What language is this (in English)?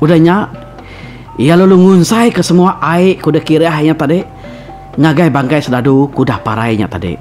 Iban